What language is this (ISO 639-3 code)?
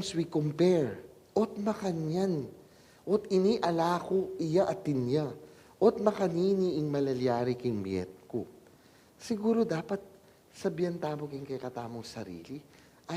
pam